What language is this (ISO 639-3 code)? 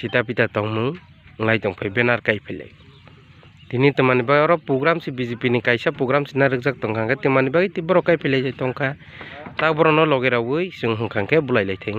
trp